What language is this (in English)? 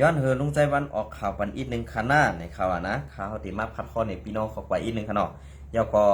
Shan